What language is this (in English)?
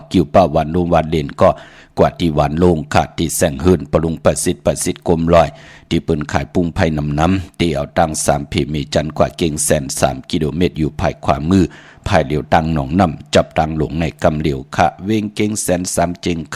Shan